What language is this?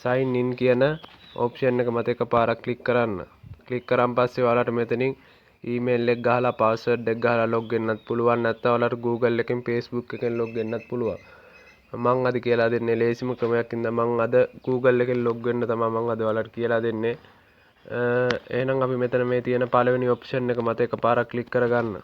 Sinhala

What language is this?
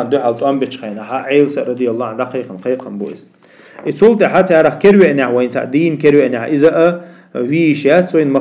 Chechen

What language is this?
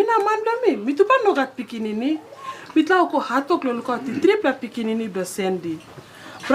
Tok Pisin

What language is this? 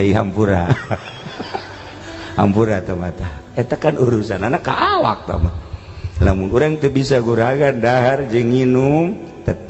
Sundanese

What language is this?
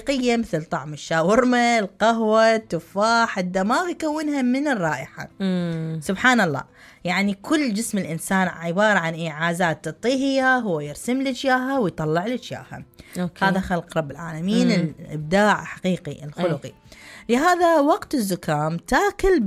Mesopotamian Arabic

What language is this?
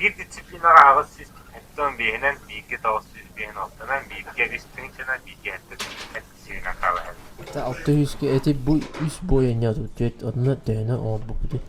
Yakut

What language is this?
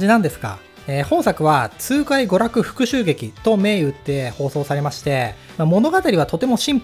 Japanese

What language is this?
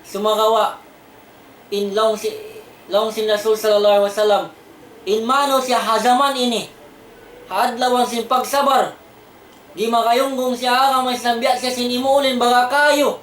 Tausug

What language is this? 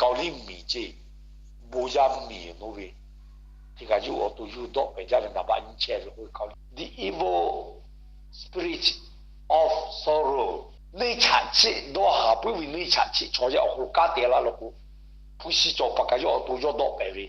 Lahu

